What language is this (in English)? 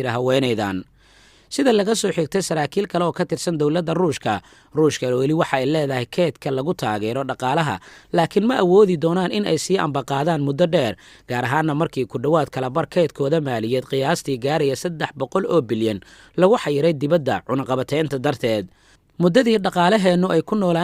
Somali